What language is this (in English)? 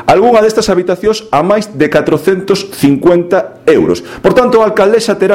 Galician